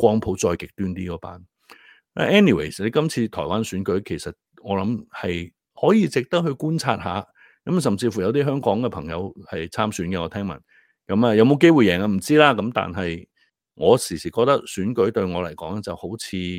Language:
Cantonese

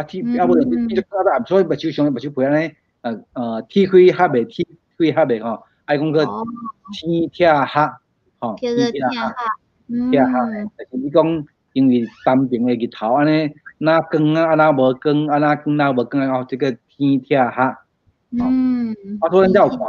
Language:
Min Nan Chinese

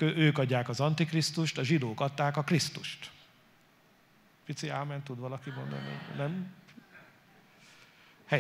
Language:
Hungarian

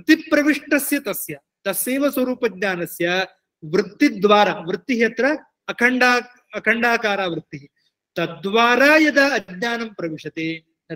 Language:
Sanskrit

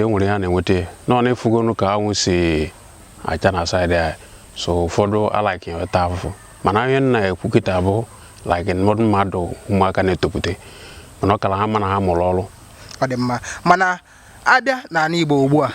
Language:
Igbo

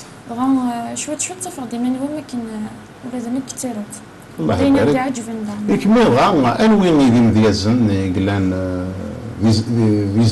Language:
Kabyle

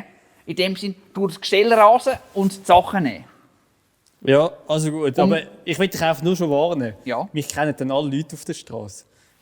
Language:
Swiss German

